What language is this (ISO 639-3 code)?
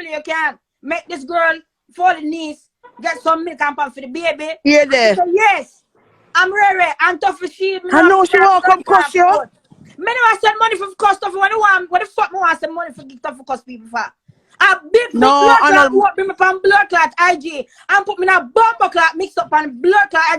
jam